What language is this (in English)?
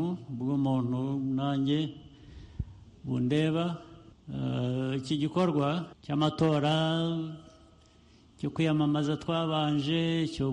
Kinyarwanda